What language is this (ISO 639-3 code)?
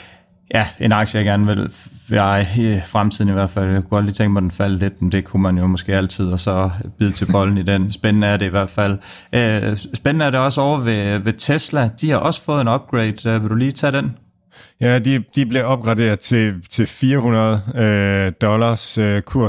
dan